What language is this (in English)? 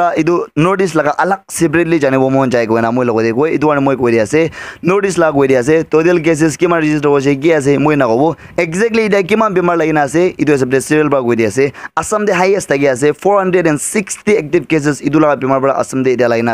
Naga Pidgin